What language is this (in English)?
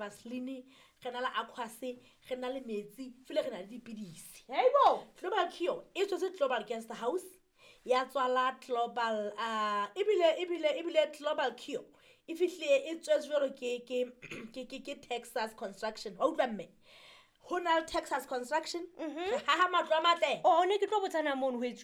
Southern Sotho